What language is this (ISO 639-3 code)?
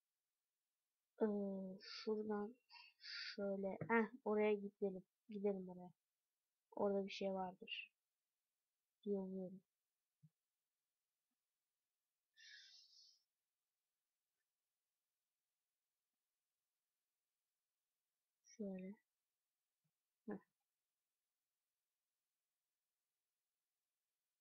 tur